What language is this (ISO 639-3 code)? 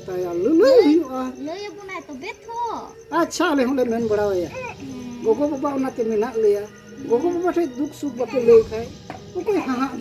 sat